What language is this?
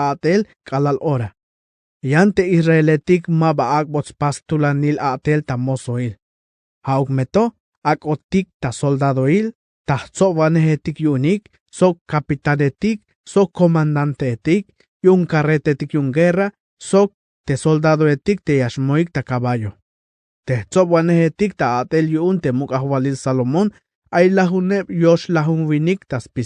Tzeltal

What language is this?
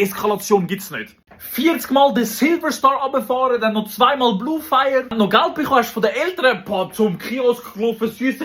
Swiss German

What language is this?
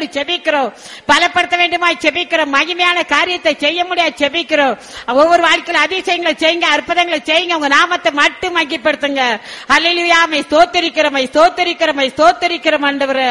Tamil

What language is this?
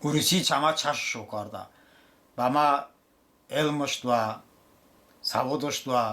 Talysh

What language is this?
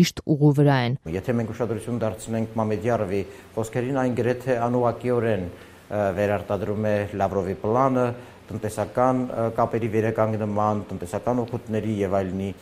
Armenian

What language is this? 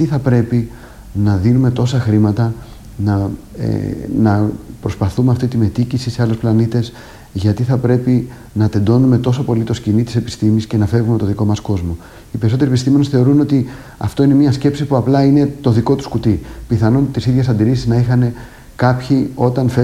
Greek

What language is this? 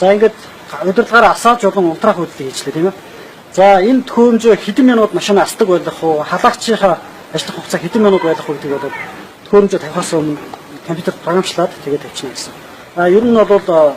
Mongolian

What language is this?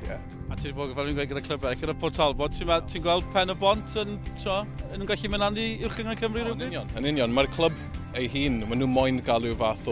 Welsh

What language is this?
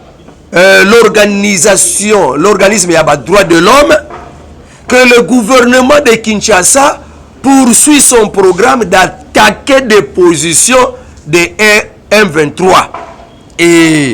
Lingala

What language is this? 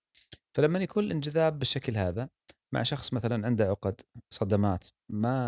Gulf Arabic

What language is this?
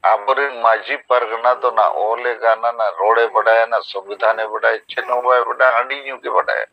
Santali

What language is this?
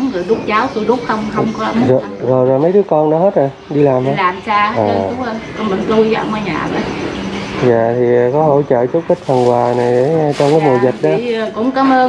Vietnamese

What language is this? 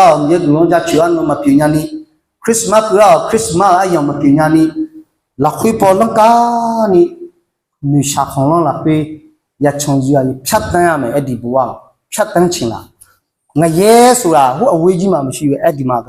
Akha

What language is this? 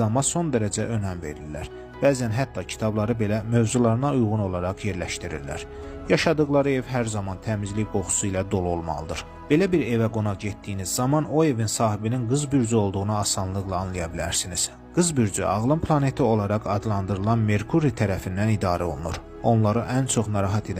Azerbaijani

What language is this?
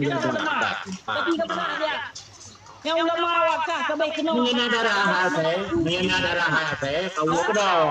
Achinese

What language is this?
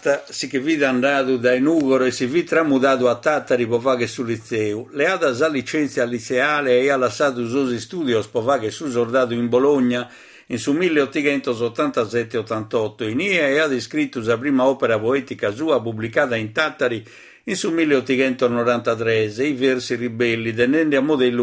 Sardinian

